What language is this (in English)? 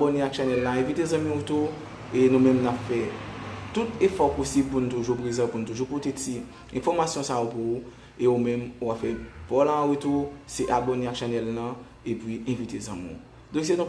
Haitian Creole